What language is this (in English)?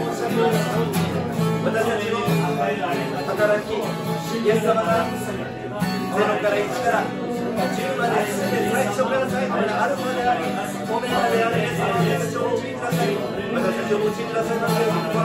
Japanese